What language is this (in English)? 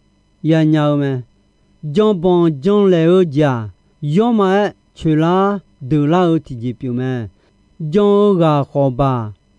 Akha